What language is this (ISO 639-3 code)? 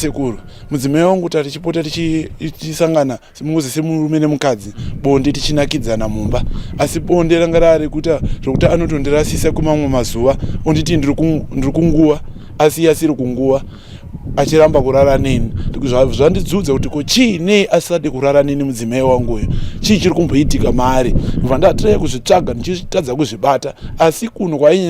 sna